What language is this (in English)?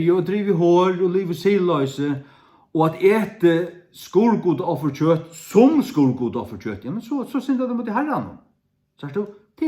Faroese